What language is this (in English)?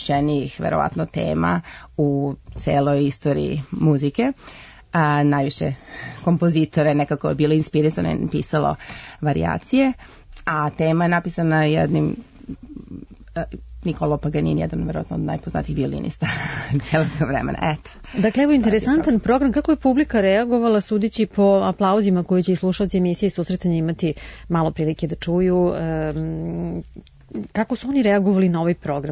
Serbian